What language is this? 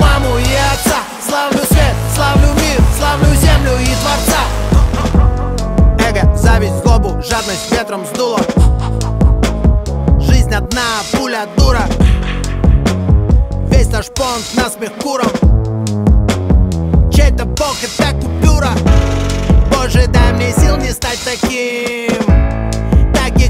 Russian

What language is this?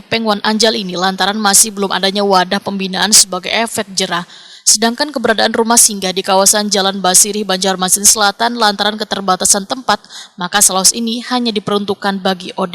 Banjar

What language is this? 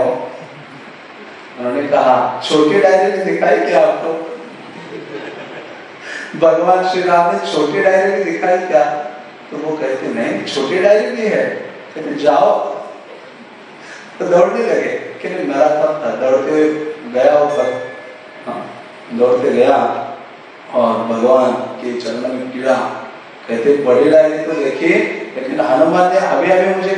Hindi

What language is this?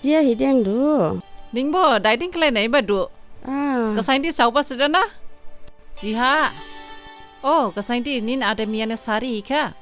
Dimasa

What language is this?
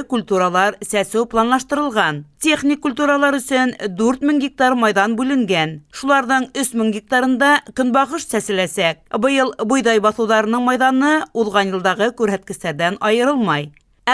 Bashkir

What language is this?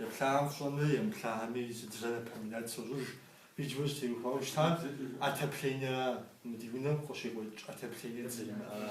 Kabardian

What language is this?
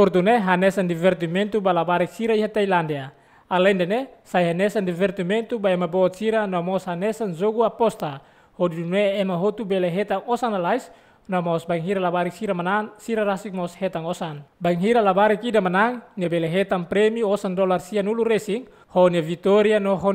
Tetum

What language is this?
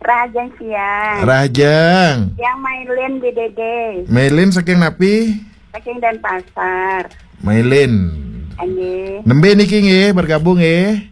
Balinese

